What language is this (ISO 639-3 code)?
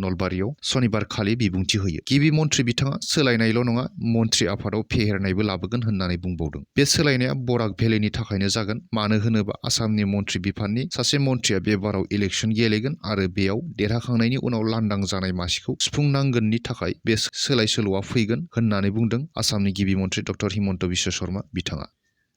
brx